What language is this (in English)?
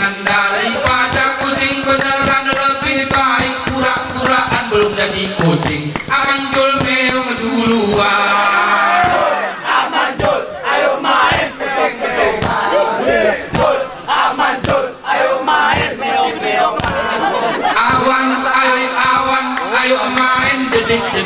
Gayo